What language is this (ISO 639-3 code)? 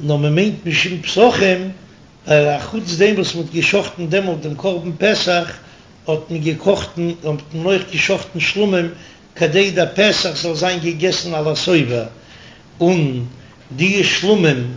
yid